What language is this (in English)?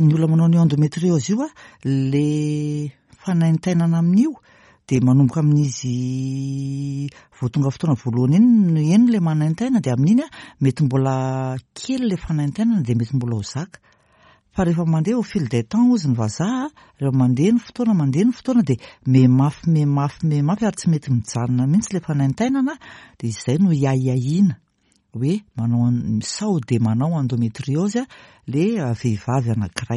Malagasy